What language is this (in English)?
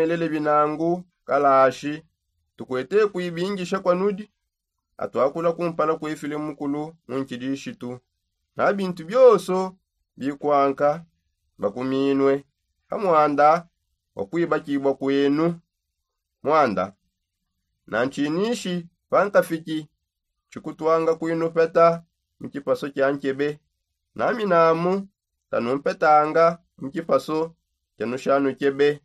Songe